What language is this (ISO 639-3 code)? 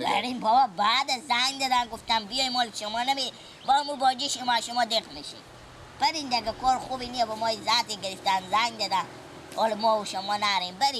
fas